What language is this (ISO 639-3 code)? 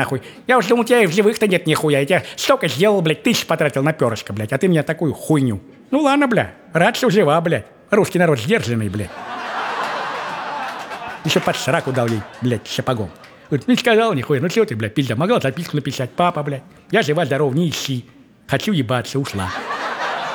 rus